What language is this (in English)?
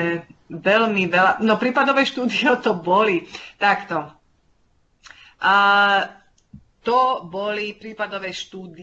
Slovak